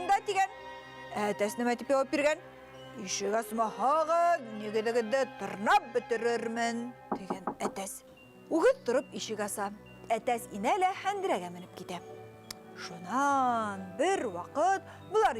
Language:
Bashkir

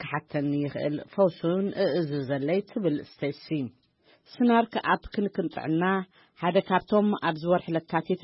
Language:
Tigrinya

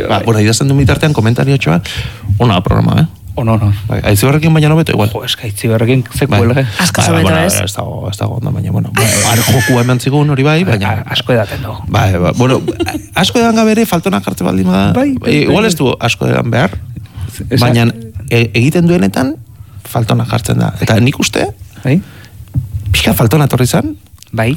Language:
Basque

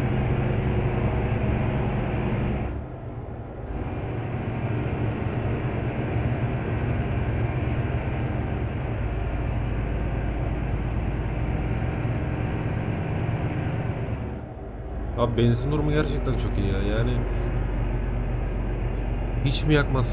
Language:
Turkish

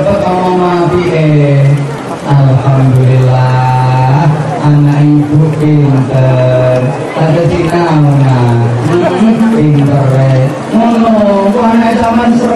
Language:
Javanese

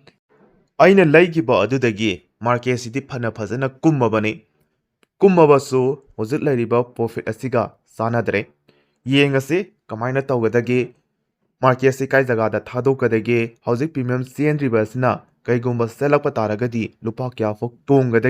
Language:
Manipuri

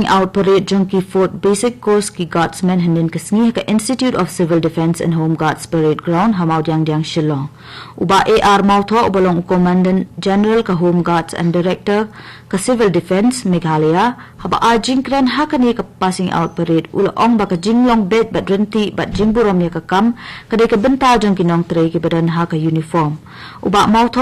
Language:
Khasi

